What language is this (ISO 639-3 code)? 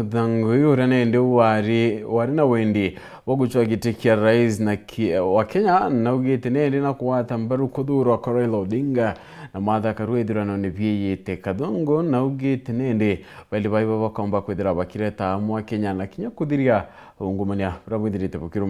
mer